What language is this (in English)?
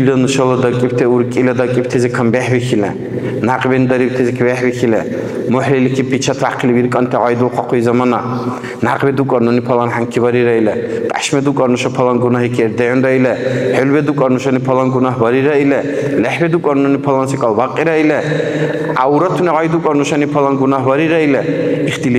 Dargwa